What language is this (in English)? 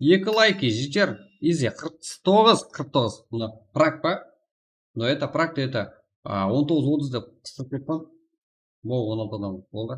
Kara-Kalpak